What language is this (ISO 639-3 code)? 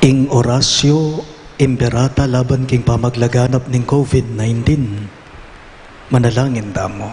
pam